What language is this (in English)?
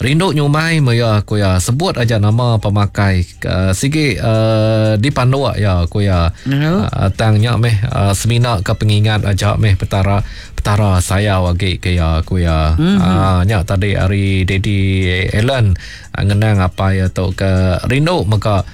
Iban